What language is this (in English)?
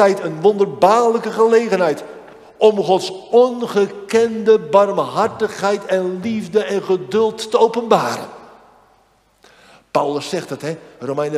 Dutch